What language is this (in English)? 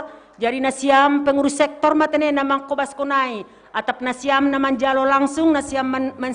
Batak Simalungun